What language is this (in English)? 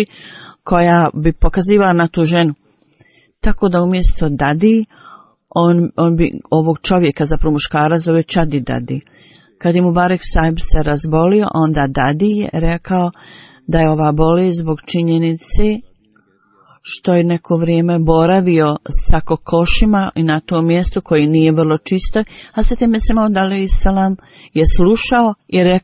Bosnian